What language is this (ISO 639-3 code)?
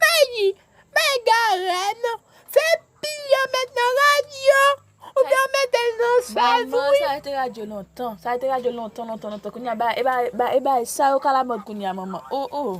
hat